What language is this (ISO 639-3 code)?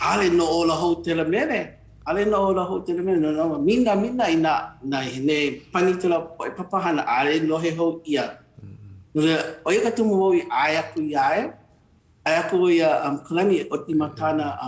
haw